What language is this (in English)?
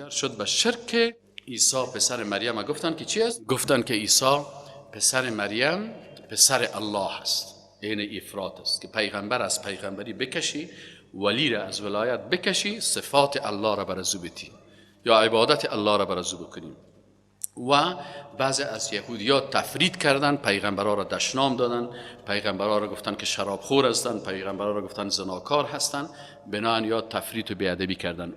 Persian